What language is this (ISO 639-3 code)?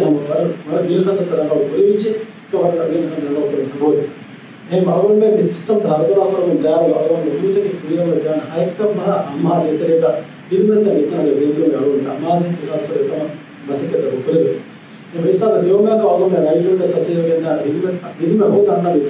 div